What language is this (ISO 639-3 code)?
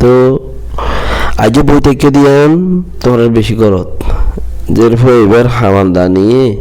rhg